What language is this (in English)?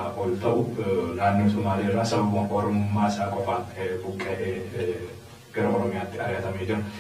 Oromo